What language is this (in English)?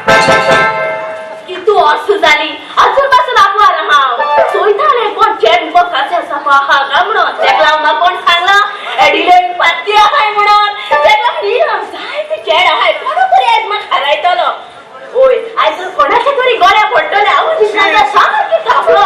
Konkani